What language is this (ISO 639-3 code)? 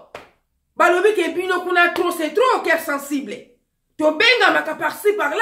lin